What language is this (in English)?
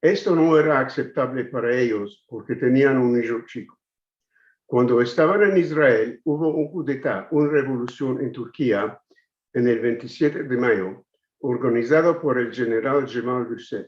Ladino